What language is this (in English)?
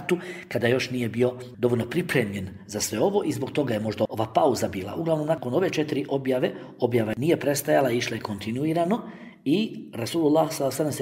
Bosnian